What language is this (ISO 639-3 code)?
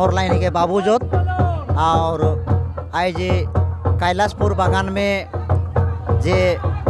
sck